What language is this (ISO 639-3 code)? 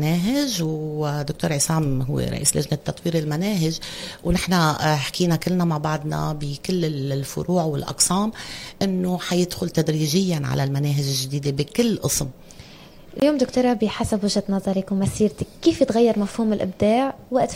apc